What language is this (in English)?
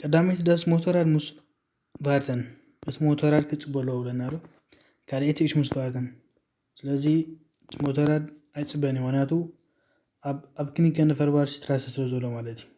Tigrinya